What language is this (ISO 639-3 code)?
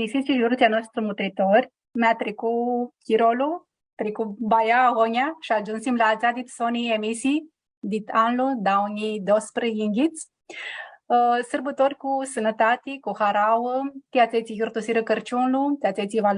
rup